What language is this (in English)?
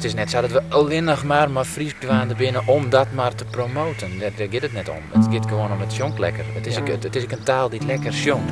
Western Frisian